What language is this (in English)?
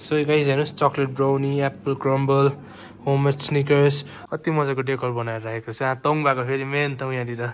Nepali